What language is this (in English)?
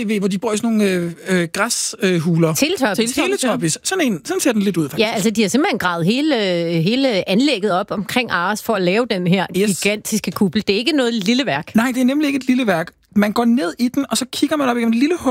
Danish